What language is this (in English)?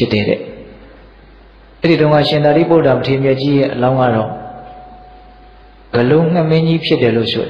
Burmese